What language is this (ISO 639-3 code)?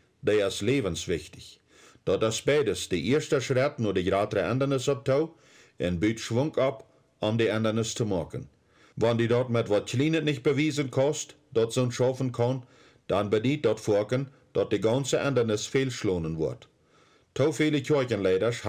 pdt